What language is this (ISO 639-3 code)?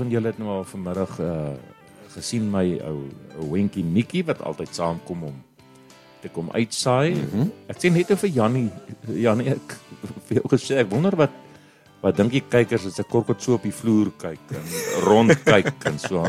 afr